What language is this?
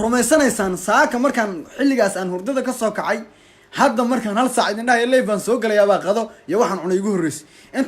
Somali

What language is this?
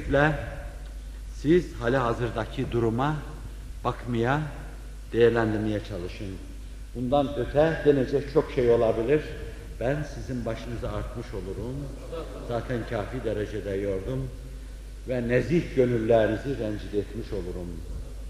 Turkish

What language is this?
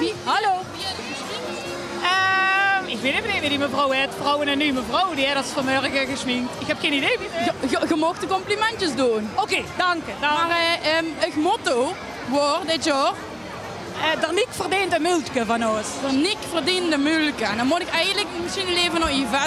Limburgish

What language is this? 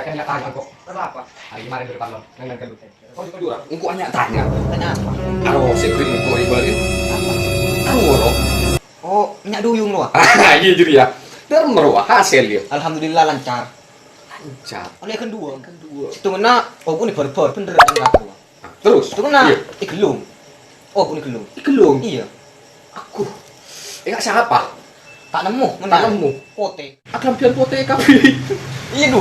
Madurese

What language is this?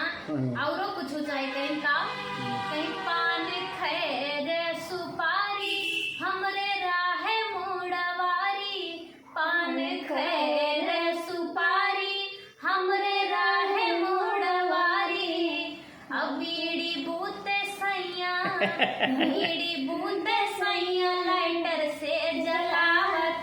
Awadhi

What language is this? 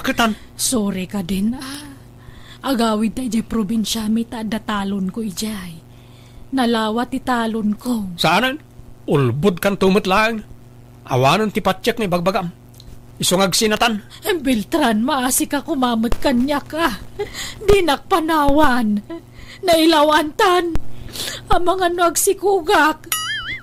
Iloko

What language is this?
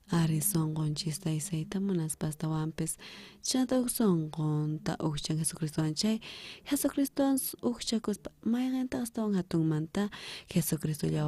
South Bolivian Quechua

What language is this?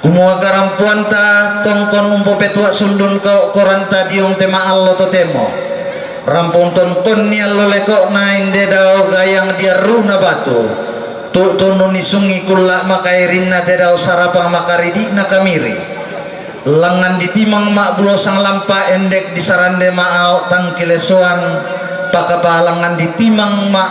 Toraja-Sa'dan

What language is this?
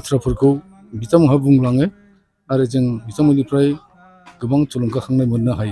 Bodo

